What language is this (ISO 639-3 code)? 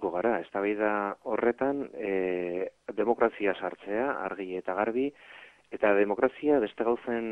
eus